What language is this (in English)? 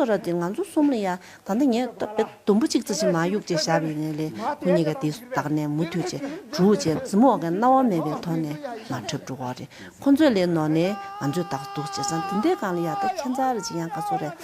Tibetan